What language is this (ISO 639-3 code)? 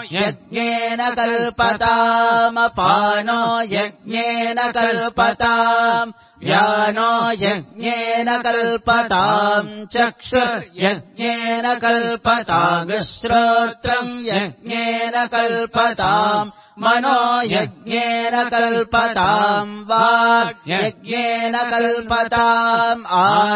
san